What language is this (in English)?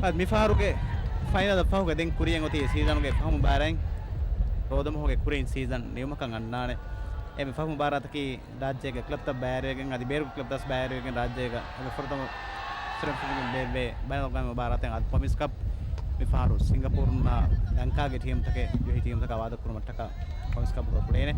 Divehi